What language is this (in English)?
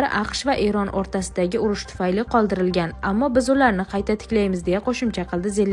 Uzbek